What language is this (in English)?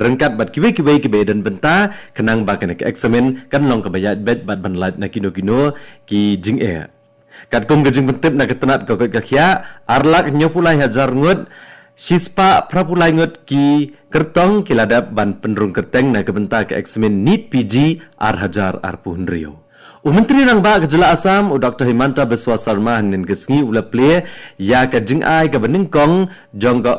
Khasi